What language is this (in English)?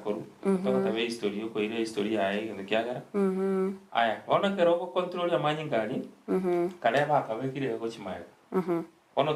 Gusii